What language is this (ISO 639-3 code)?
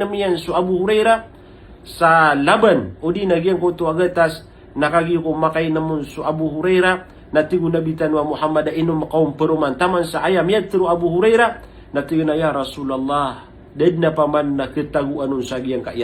mrw